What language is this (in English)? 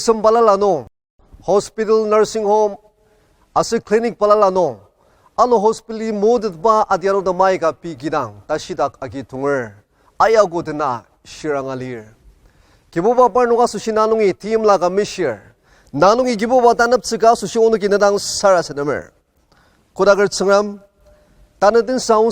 Ao Naga